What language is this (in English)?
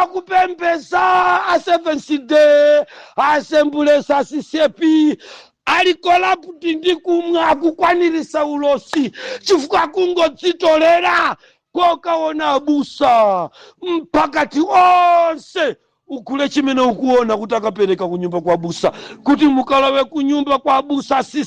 Nyanja